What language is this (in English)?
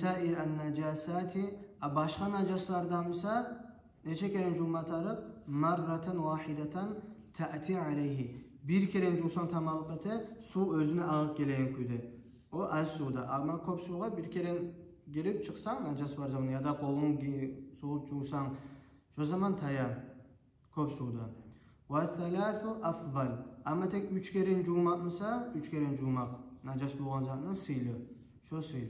Kumyk